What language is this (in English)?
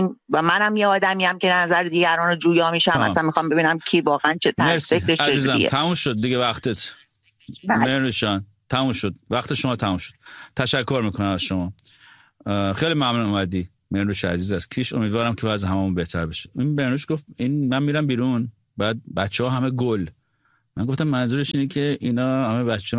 Persian